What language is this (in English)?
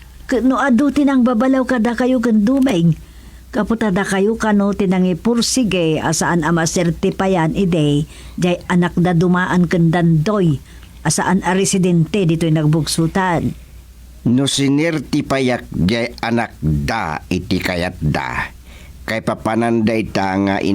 Iloko